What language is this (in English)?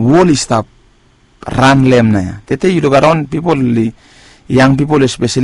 Bislama